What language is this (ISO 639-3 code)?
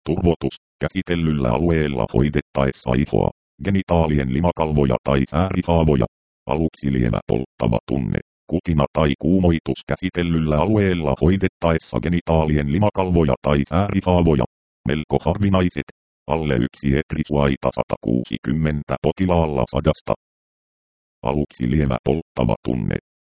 fin